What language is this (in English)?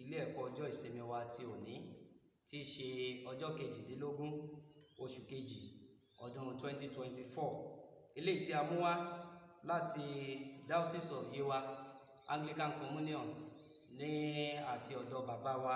Yoruba